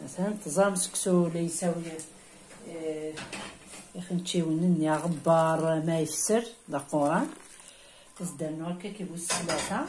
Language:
Kabyle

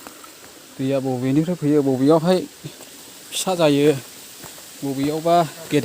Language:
Bodo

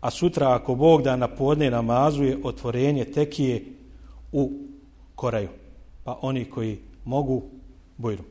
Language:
Bosnian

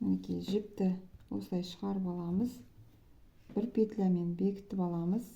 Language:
Kazakh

